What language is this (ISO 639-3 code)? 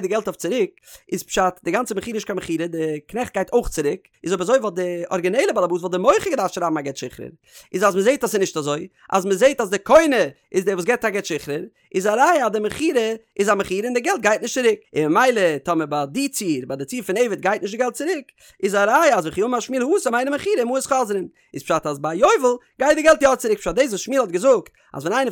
yid